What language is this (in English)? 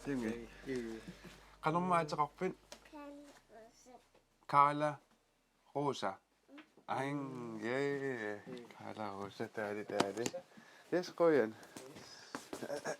Kalaallisut